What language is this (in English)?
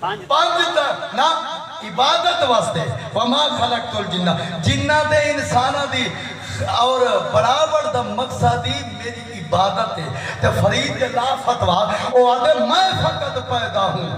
Saraiki